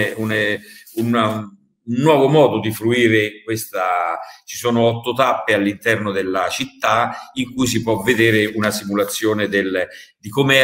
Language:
Italian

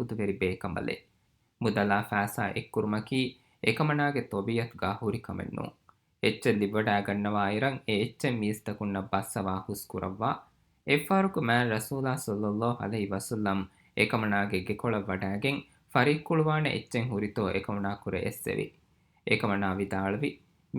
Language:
Divehi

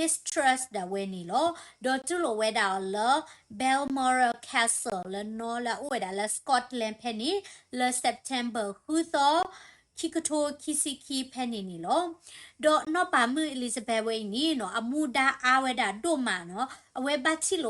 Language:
S'gaw Karen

